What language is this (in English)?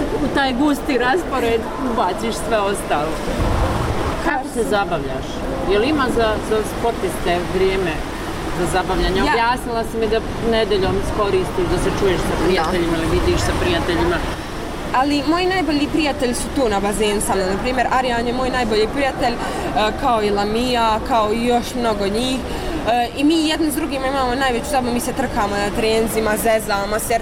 Bosnian